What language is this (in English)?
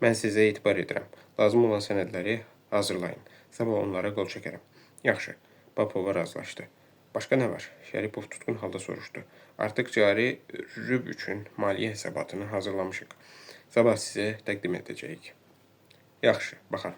Azerbaijani